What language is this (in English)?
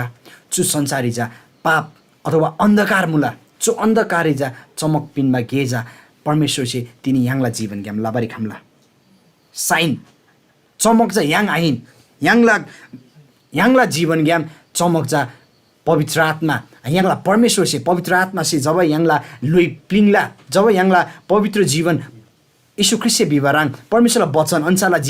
Eastern Tamang